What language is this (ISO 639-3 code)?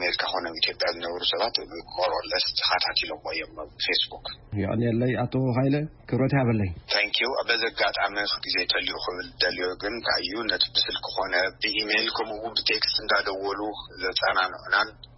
tir